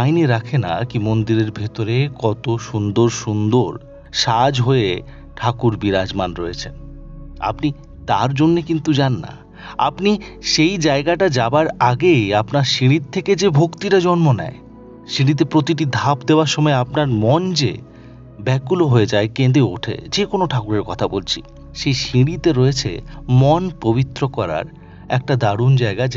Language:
Bangla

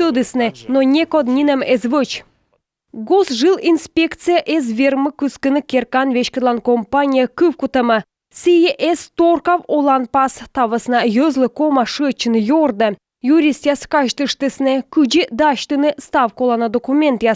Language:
Komi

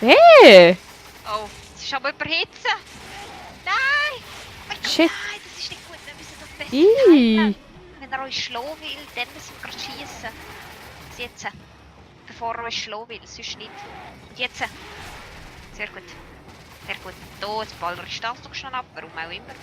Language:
Swiss German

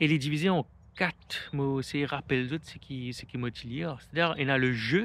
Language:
Morisyen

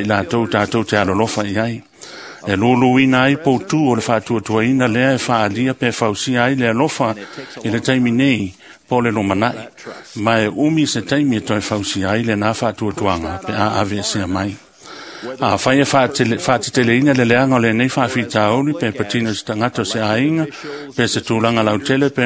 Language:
Samoan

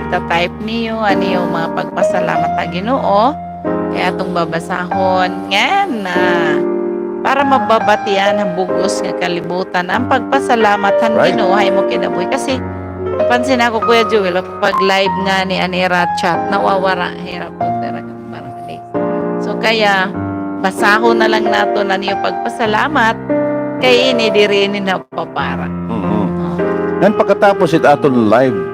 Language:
Waray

